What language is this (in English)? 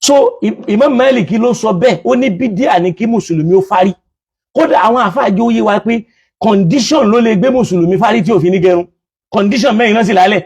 Yoruba